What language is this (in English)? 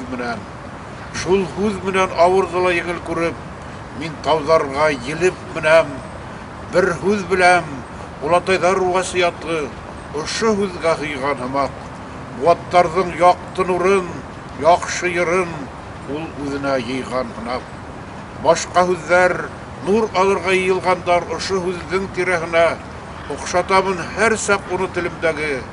Bashkir